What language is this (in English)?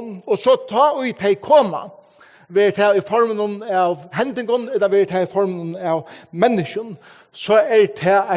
Faroese